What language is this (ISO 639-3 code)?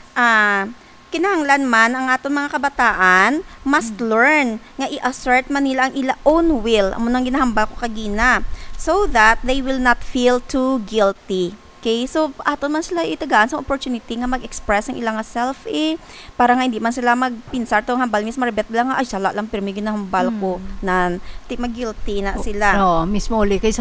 hil